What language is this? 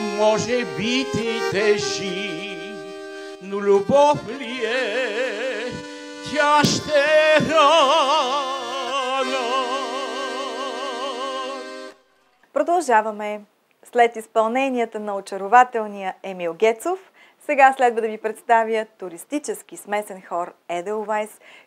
Bulgarian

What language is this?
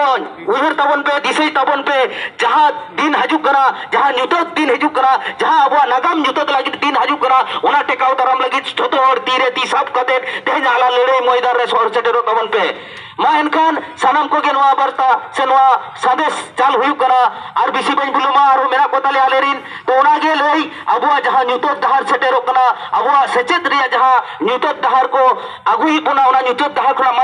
Santali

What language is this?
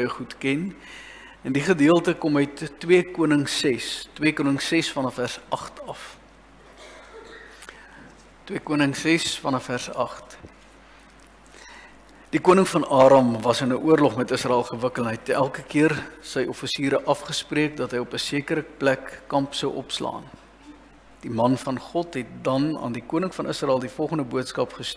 Afrikaans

